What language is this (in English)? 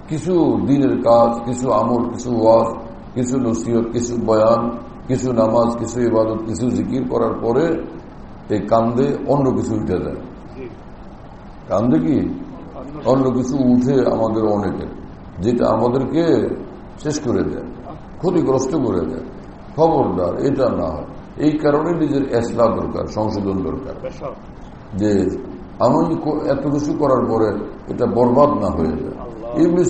Bangla